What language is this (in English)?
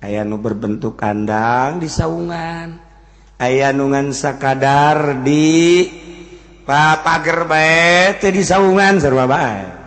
Sundanese